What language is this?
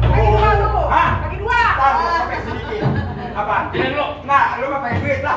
Betawi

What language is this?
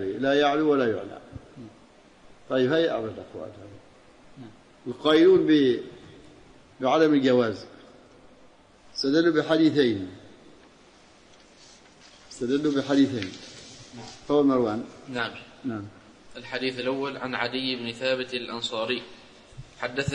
Arabic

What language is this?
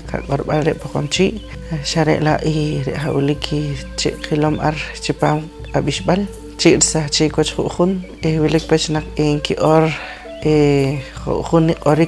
Poqomchi'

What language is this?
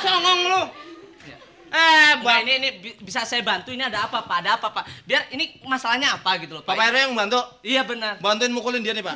Betawi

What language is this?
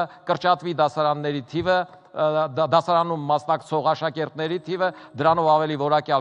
Armenian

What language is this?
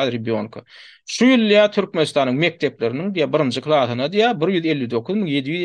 Turkmen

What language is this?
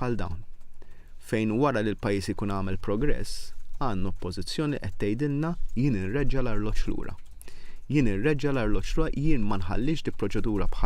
Maltese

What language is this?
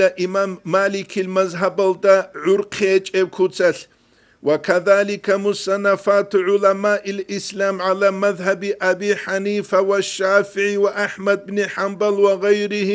Avaric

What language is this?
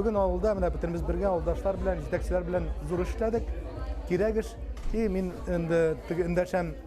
Tatar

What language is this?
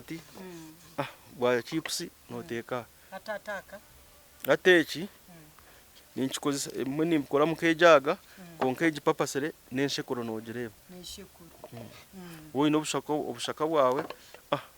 Nyankole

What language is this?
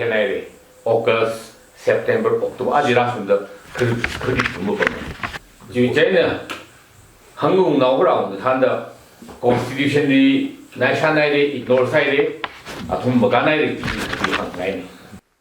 Tangkhul Naga (India)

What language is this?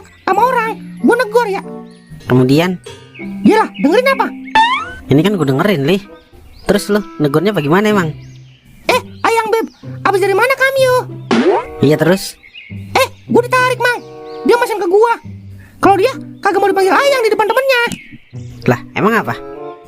Betawi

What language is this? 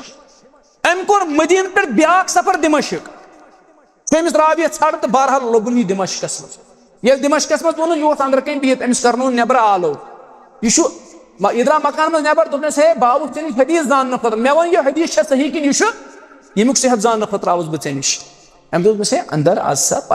Kashmiri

